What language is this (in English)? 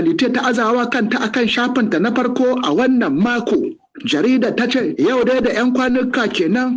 Hausa